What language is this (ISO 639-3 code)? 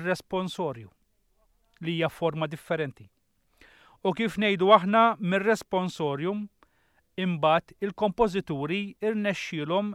mlt